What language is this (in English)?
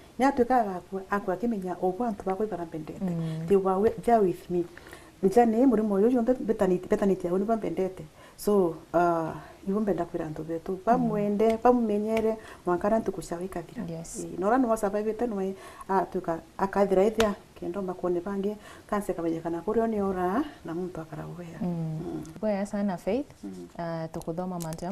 Meru